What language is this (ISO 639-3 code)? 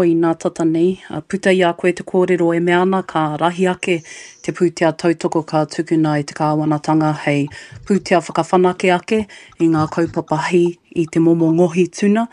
mri